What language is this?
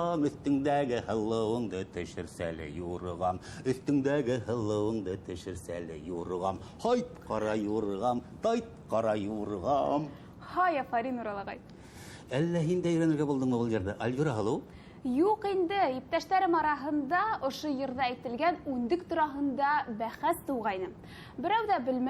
Bashkir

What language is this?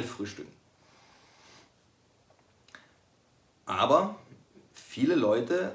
German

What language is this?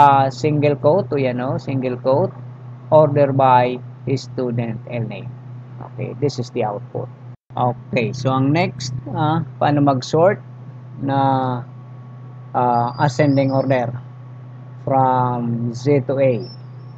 Filipino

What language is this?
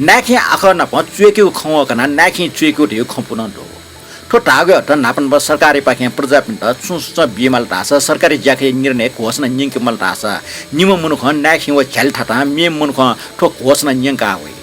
Newari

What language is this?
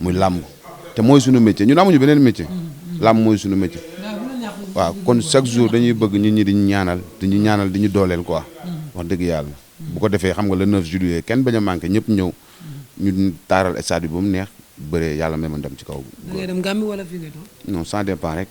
Wolof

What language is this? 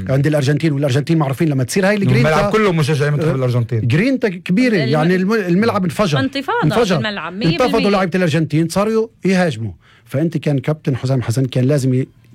North Levantine Arabic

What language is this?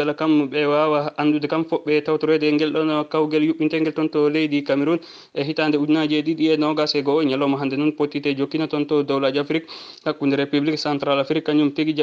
Fula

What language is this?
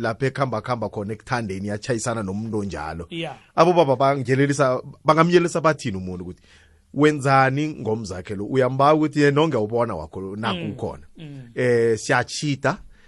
South Ndebele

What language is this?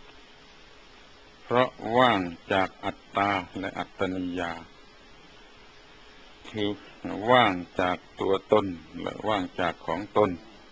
Thai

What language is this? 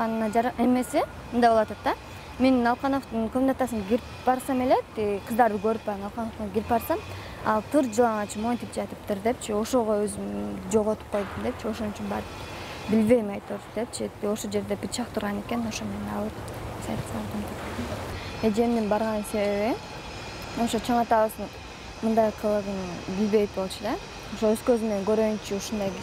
Kyrgyz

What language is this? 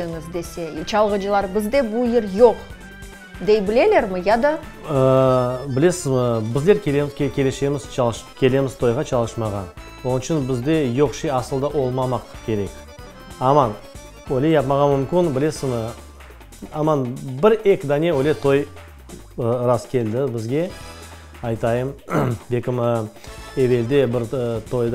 Crimean Tatar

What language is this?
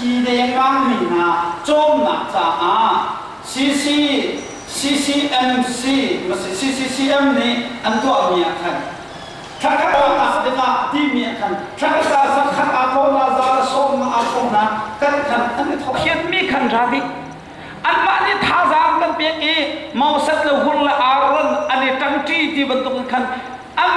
Hakha Chin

